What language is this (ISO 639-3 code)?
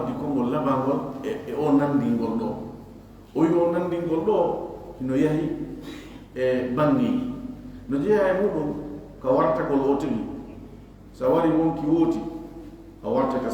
ful